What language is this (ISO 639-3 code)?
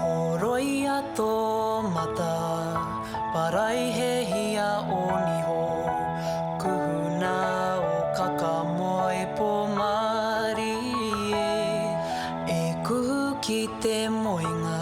mri